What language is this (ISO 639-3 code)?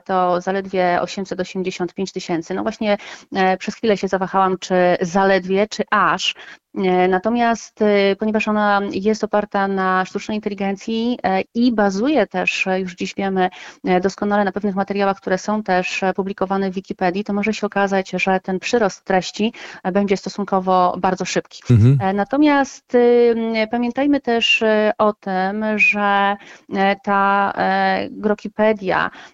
pol